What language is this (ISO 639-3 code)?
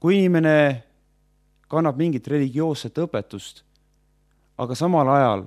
est